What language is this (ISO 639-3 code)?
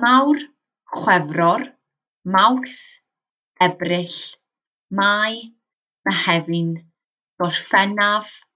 cym